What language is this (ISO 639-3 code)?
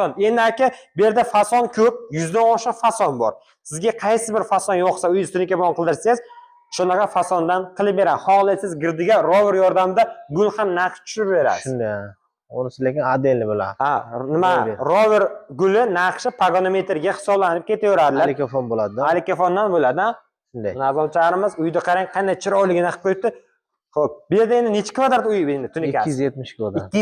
uzb